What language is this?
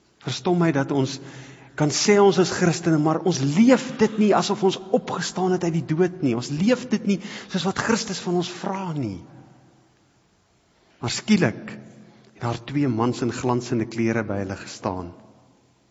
Afrikaans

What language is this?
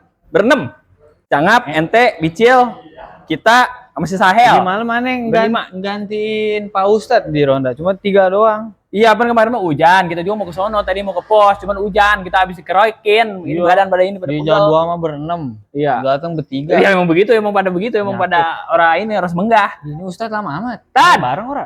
Betawi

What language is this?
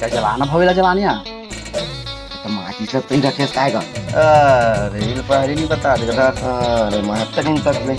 Chhattisgarhi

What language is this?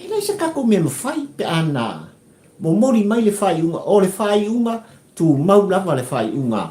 Samoan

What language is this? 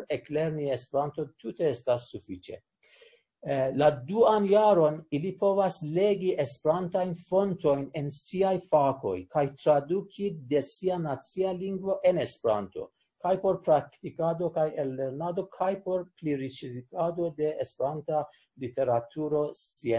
Esperanto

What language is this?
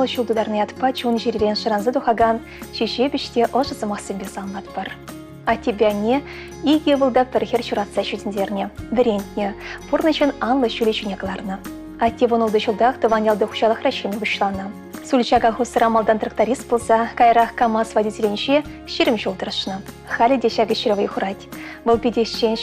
Chuvash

